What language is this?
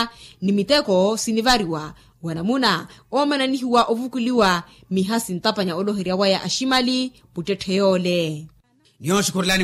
Makhuwa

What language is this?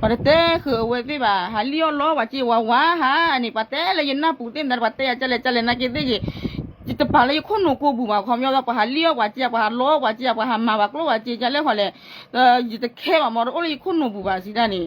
S'gaw Karen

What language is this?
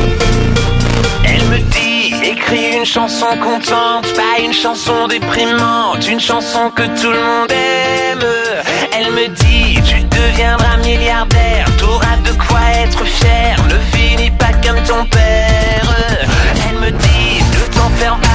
French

